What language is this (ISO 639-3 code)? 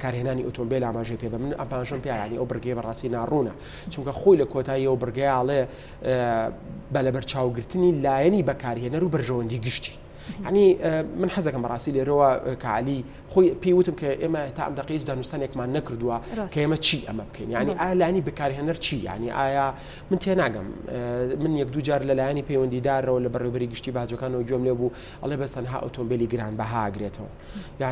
ckb